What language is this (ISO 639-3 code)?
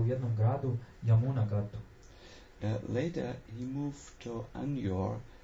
hrv